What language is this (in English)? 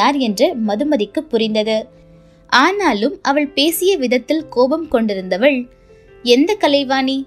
Tamil